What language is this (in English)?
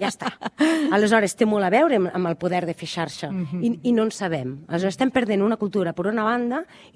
Catalan